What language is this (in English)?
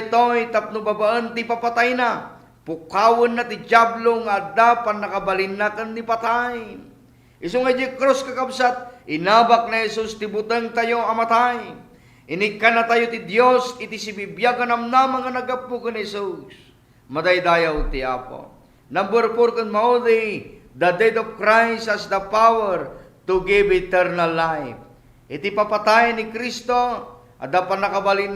Iloko